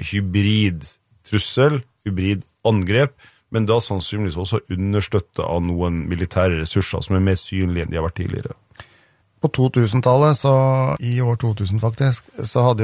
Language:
Norwegian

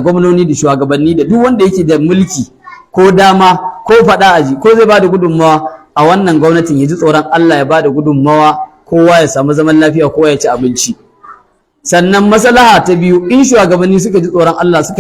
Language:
Hausa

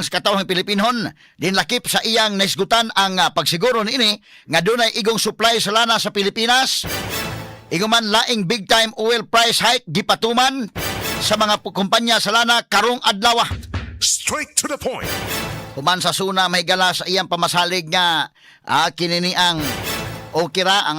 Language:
Cebuano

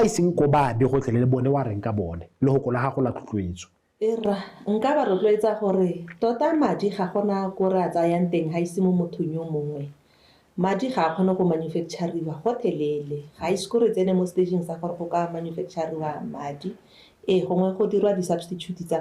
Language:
Tswana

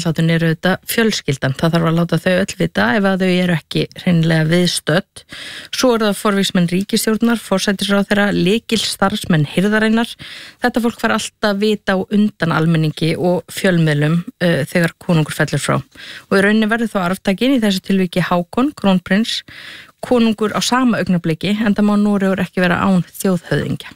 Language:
Icelandic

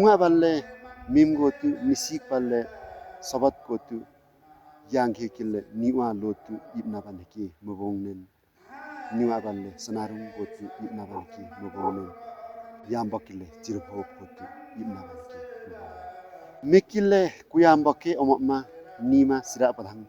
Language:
Limbu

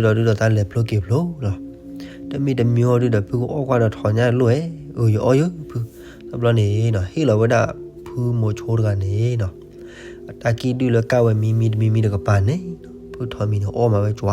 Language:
S'gaw Karen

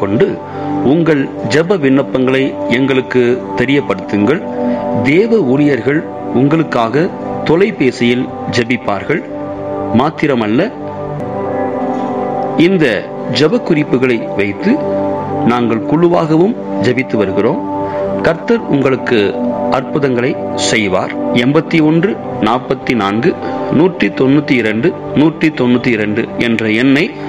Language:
Tamil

